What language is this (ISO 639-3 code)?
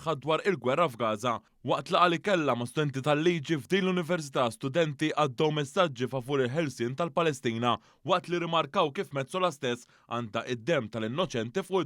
mlt